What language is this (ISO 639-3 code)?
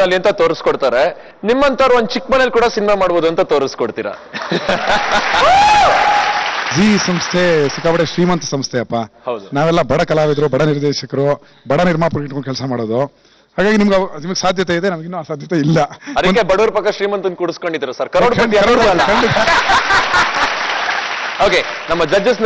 kan